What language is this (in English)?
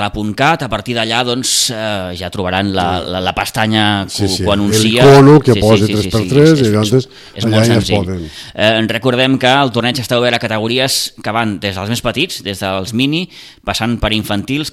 Catalan